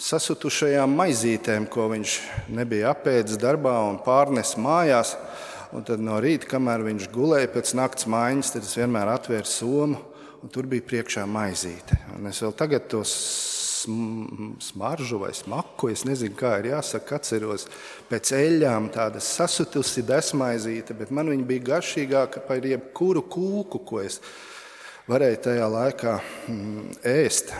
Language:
Latvian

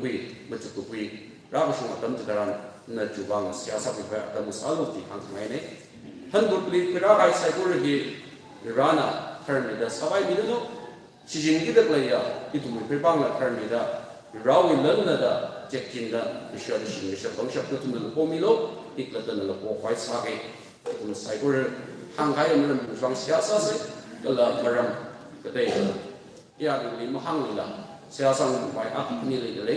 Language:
Tangkhul Naga (India)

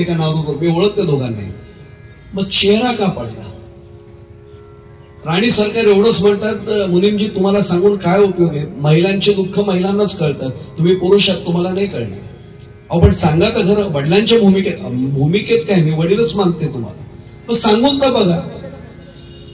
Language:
Marathi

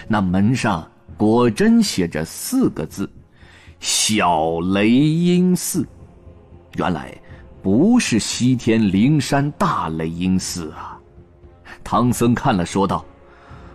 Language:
Chinese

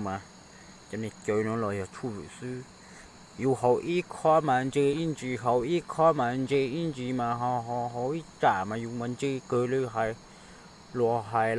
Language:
Hmong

